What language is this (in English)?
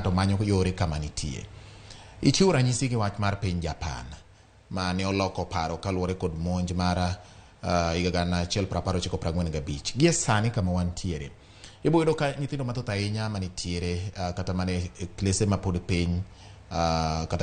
Luo (Kenya and Tanzania)